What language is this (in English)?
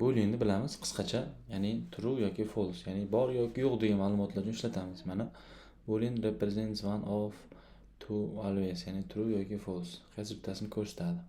Uzbek